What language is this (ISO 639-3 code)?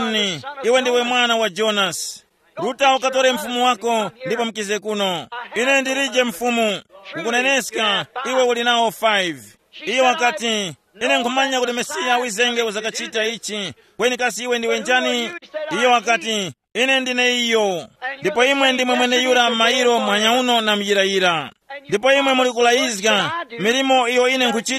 tum